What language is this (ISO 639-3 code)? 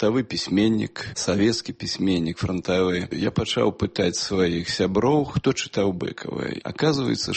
bel